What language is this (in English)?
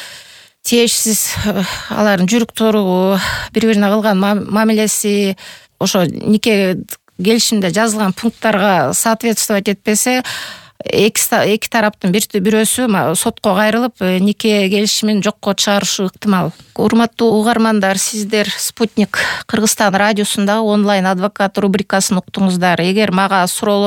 Kyrgyz